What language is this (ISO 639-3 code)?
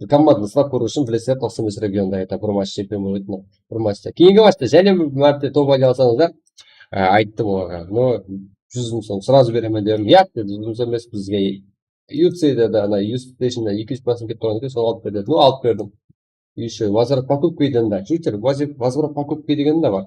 kaa